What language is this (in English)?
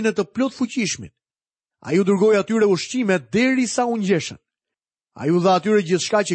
Albanian